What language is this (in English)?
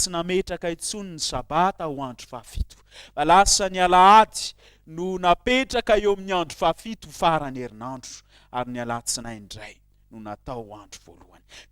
Malagasy